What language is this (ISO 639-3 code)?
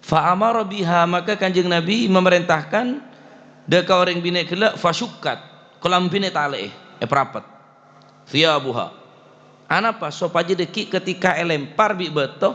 mad